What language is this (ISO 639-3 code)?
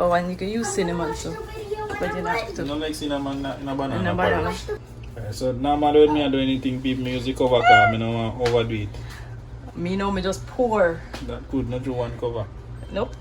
jam